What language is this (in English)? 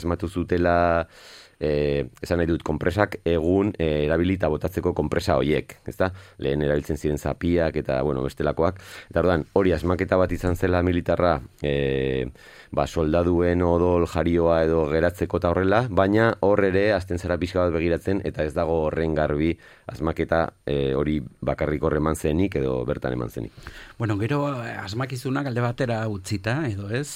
Basque